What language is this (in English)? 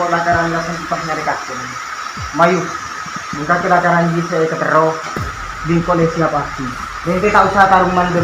Madurese